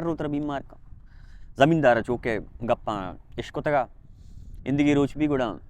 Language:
Baluchi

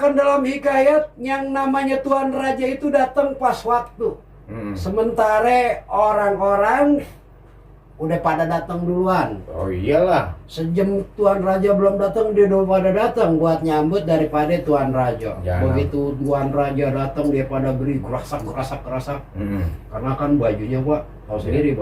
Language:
Betawi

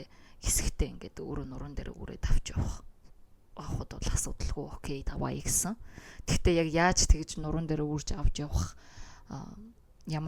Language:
Mongolian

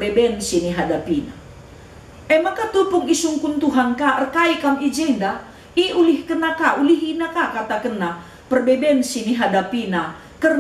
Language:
Batak Karo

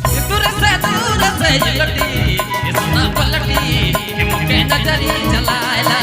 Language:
Sadri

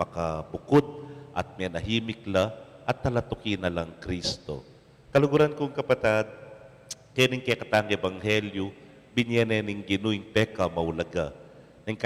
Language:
Pampanga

